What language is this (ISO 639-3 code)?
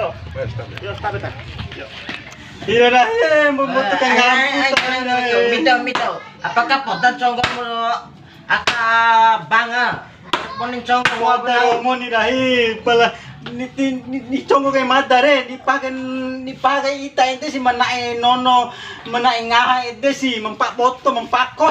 bhp